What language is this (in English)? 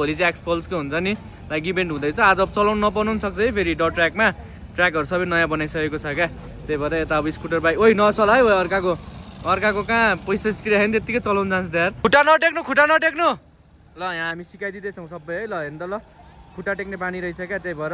Nepali